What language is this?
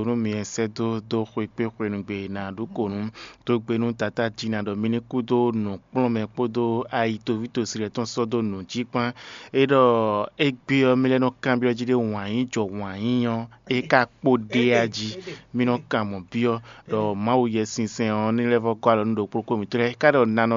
Fon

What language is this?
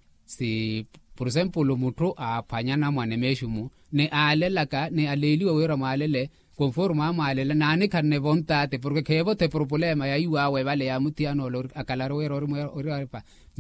Makhuwa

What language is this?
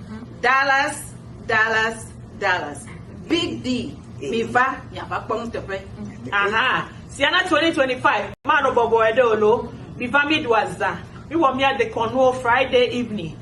Ewe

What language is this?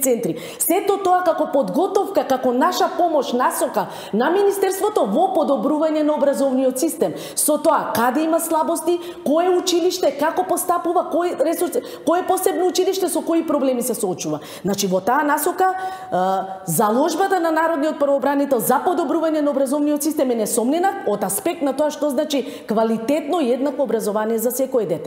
Macedonian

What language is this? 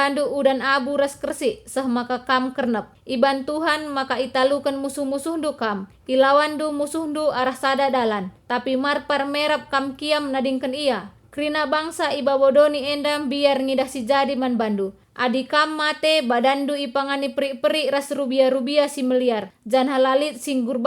Batak Karo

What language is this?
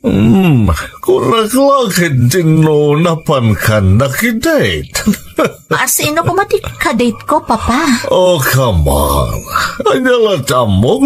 Iloko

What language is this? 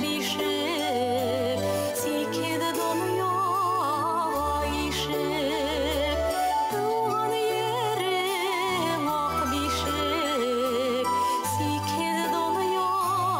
Bashkir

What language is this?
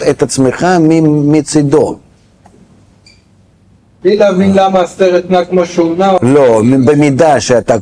Hebrew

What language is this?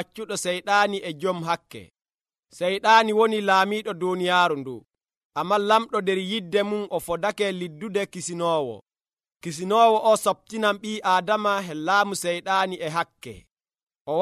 Nigerian Fulfulde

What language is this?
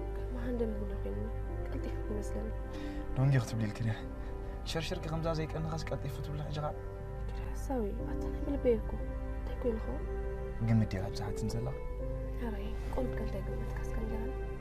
Tigrinya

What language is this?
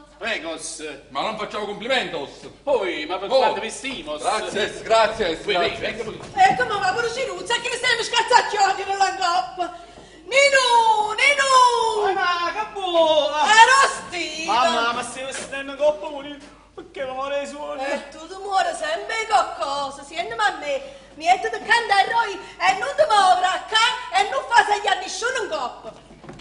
Neapolitan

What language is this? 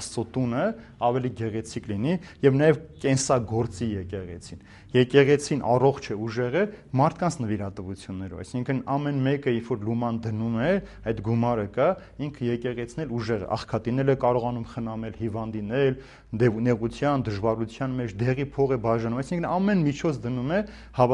Armenian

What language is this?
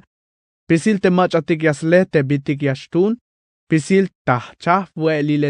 Tzeltal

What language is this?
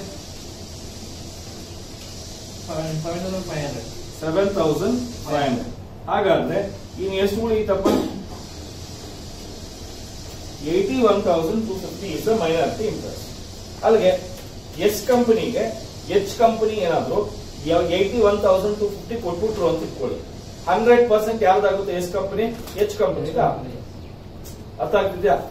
Kannada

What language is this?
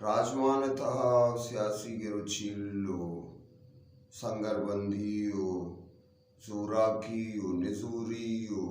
Eastern Balochi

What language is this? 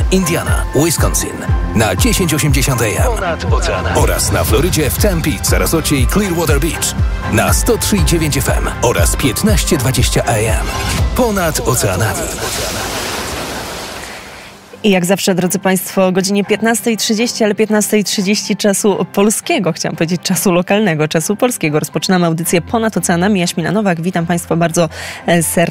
Polish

